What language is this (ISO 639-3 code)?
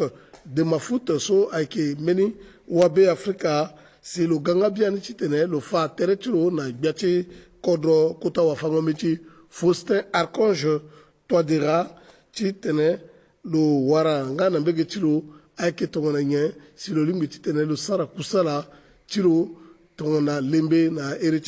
sag